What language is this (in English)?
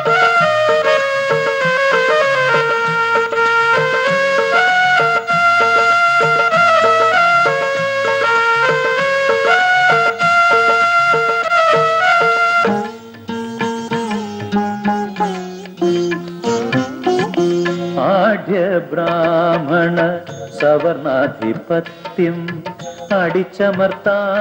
Malayalam